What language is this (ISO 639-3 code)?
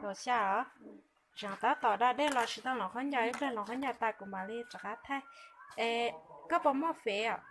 hmn